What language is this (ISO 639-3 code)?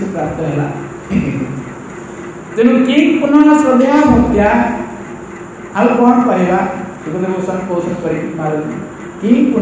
ori